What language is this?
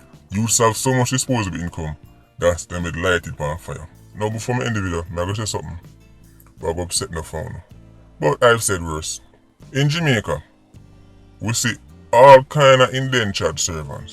Jamaican Creole English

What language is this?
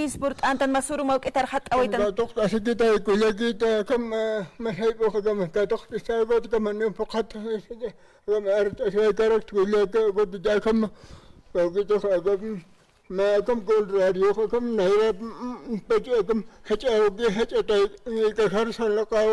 Aymara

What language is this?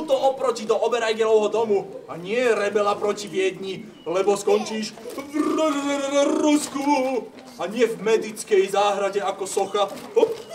Slovak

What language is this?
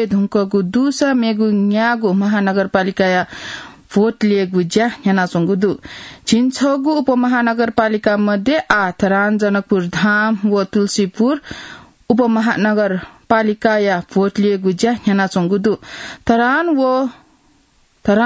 Newari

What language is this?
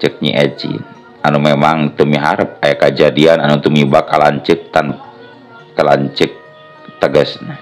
Sundanese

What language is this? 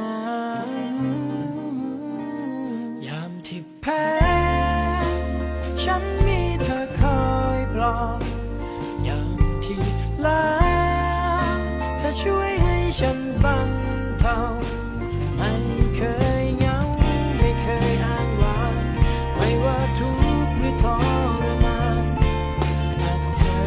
Thai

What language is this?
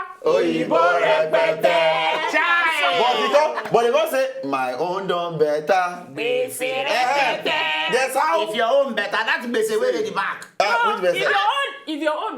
Nigerian Pidgin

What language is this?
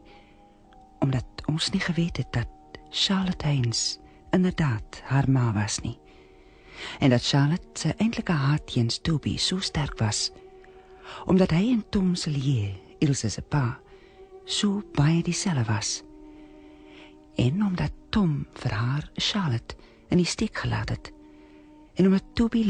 Afrikaans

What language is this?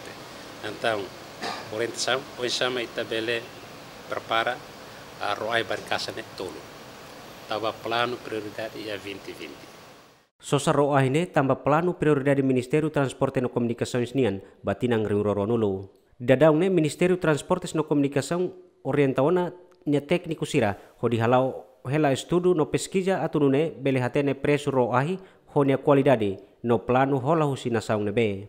Tetum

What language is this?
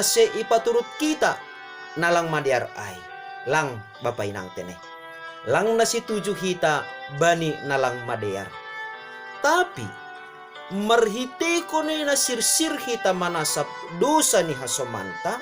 Batak Simalungun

